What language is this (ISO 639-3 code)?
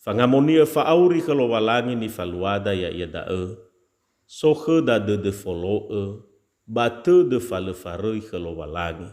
nia